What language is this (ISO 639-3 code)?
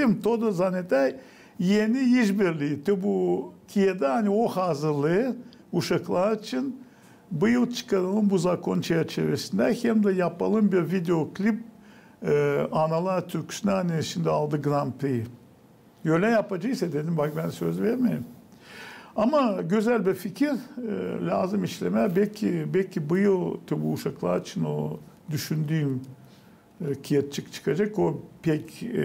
gag